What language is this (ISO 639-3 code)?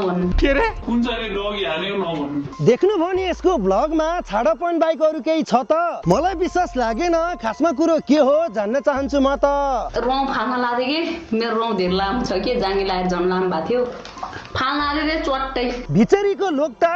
nep